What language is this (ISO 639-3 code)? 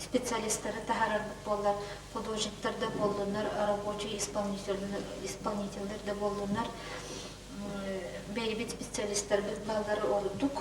sah